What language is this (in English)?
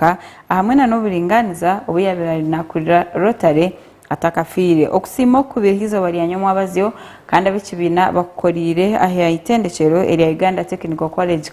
Nyankole